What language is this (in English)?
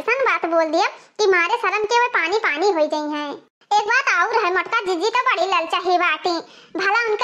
Awadhi